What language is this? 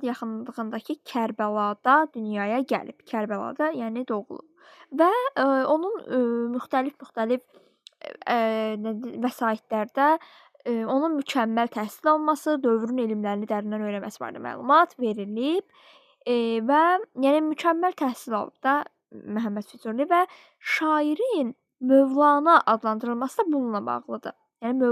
Azerbaijani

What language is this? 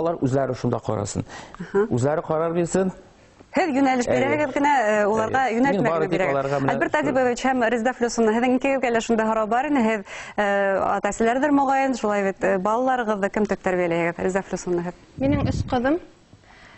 Bashkir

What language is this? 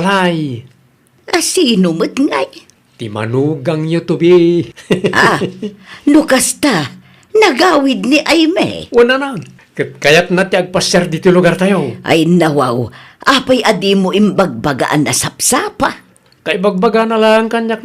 Iloko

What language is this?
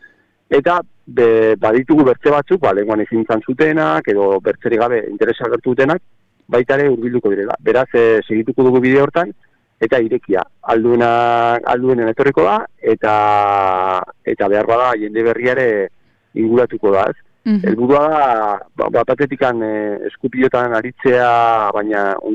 Basque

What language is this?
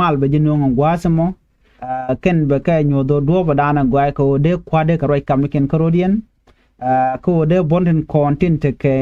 Nuer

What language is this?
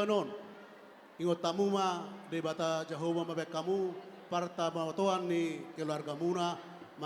Batak Toba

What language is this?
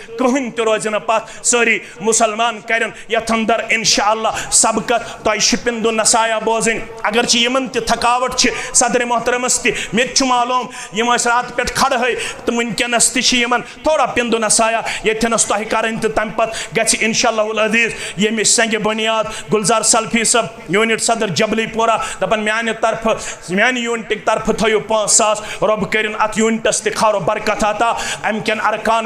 Kashmiri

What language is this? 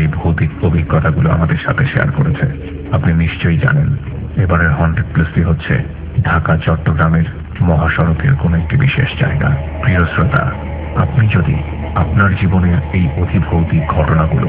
Bangla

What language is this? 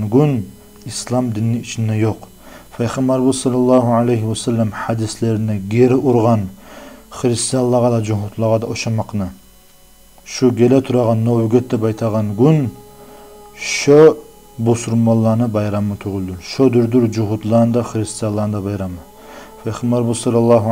Kumyk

